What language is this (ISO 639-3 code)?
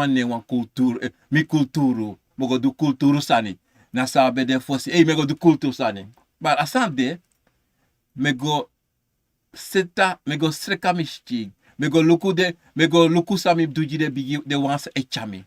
srn